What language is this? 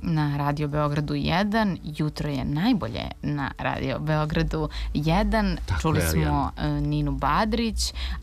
Serbian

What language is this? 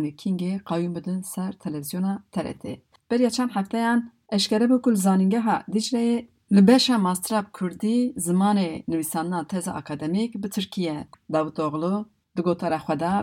Kurdish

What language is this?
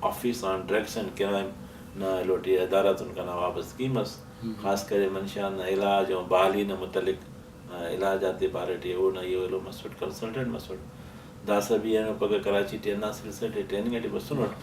Brahui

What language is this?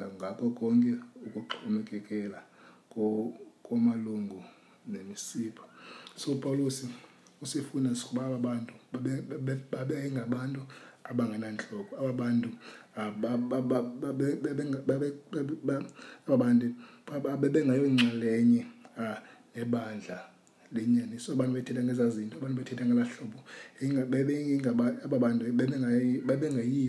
Xhosa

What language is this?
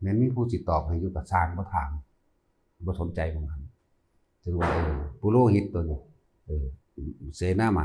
Northeastern Thai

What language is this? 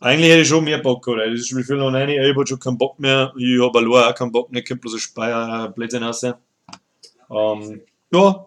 Bavarian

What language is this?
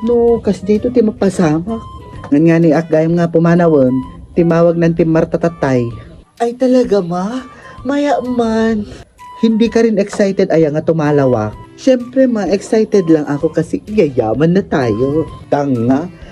Iloko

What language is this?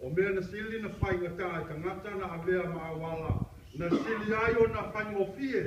Samoan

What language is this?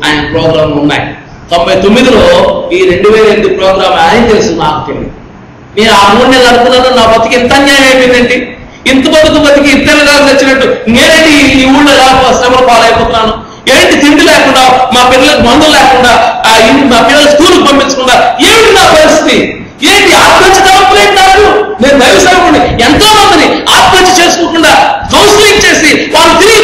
Telugu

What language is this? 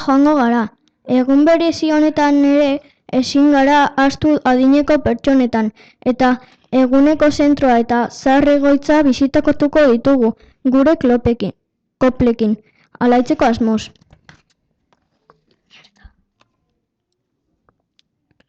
Basque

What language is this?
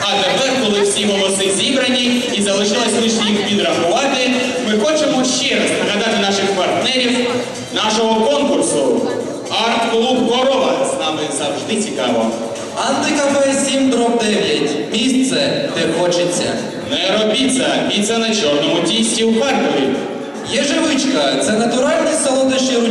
Ukrainian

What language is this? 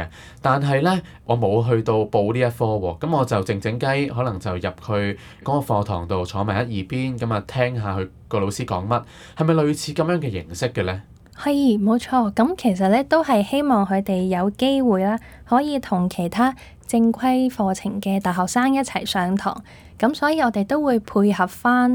Cantonese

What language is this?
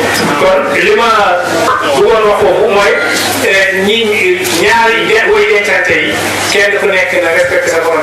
Wolof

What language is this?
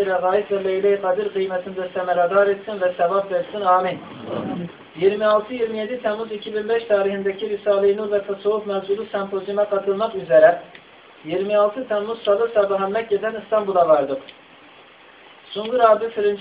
Turkish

